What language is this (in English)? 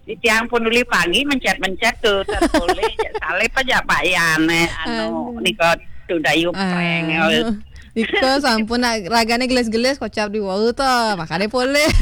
Balinese